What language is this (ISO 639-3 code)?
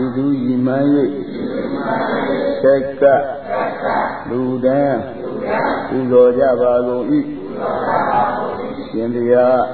mya